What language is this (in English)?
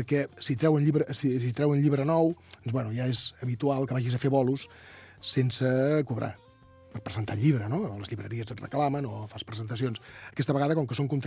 Catalan